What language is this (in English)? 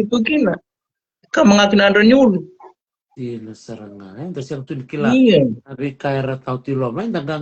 Fijian